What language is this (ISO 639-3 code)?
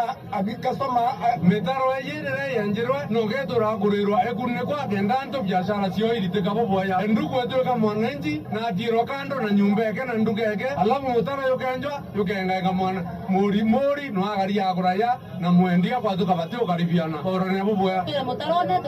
mer